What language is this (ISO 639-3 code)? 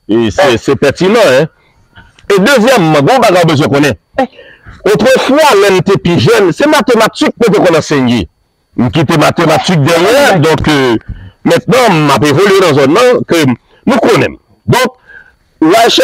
hat